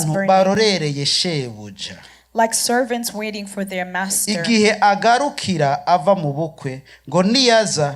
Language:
Rundi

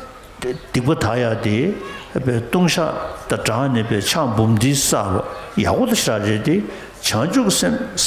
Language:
Tibetan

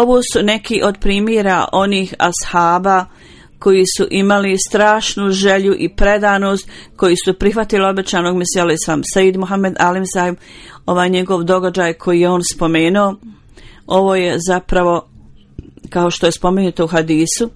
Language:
Bosnian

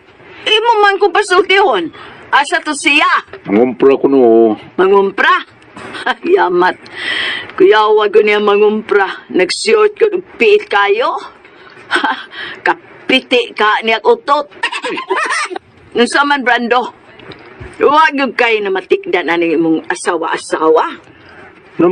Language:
Cebuano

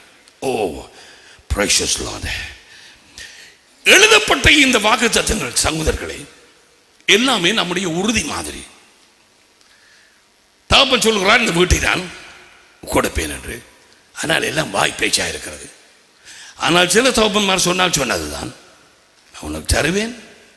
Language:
Tamil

